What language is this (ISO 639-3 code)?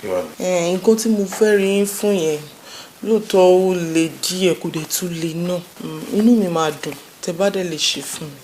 yor